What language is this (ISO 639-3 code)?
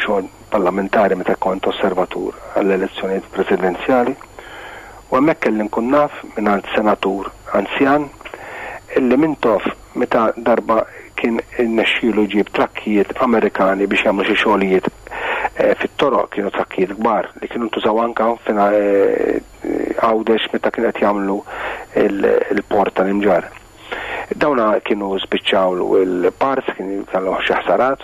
mlt